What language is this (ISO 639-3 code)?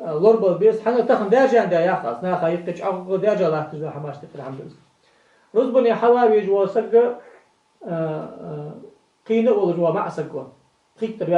inh